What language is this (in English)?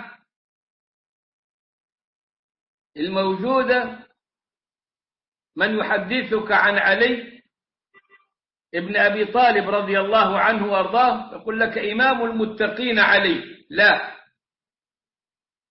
Arabic